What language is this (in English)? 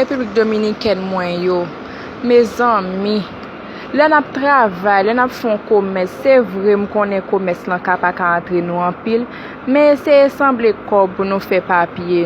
Haitian Creole